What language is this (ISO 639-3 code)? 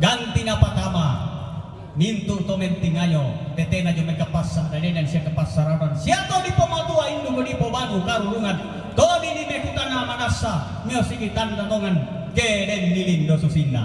sda